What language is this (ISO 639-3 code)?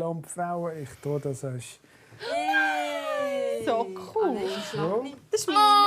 gsw